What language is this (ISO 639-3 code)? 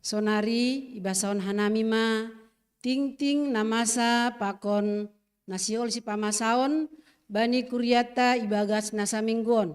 bts